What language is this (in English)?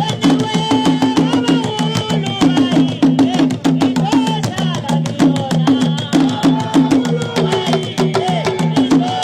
Northern Sotho